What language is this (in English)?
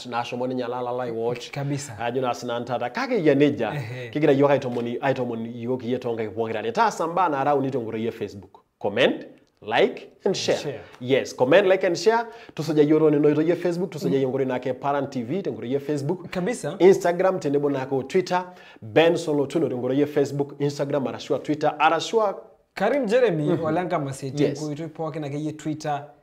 Masai